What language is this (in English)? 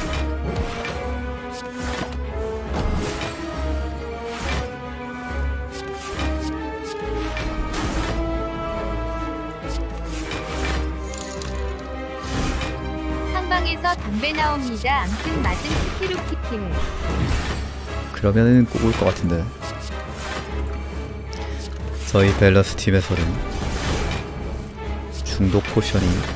Korean